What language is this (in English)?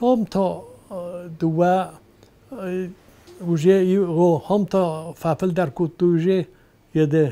Ossetic